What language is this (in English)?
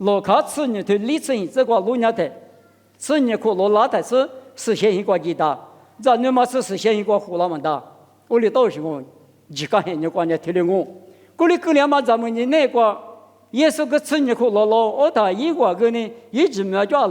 Lisu